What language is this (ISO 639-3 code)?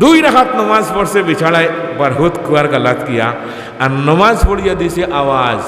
syl